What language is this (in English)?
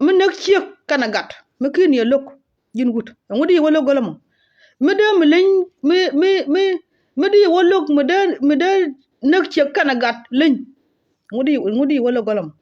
Nuer